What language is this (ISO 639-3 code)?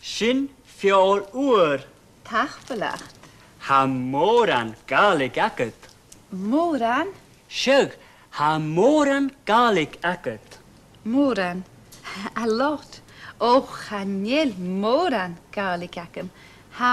gla